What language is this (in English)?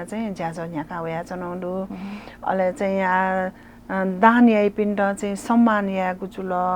Newari